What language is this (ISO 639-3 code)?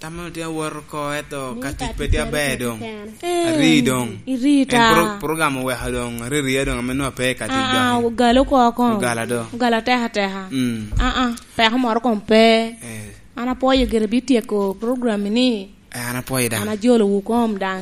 laj